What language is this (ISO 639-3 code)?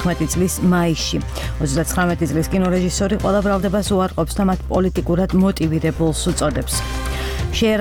kat